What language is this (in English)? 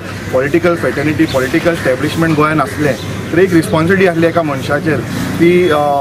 Konkani